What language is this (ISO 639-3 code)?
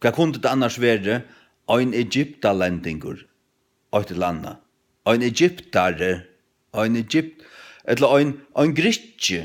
fao